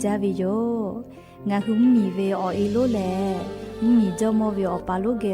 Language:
Lahu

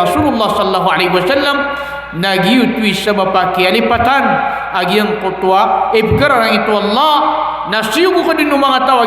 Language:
Maranao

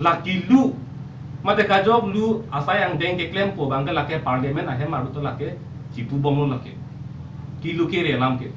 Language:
Karbi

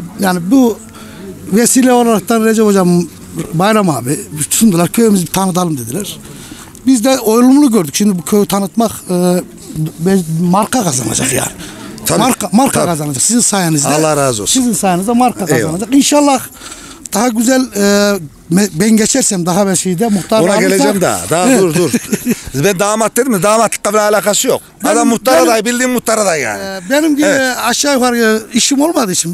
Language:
Turkish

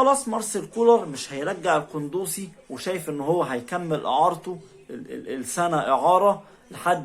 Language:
Egyptian Arabic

